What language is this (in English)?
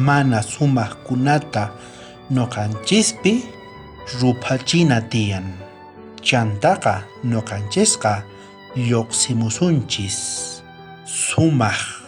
South Bolivian Quechua